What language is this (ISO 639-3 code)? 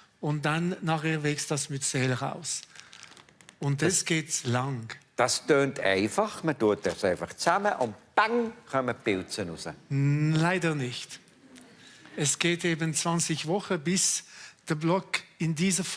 gsw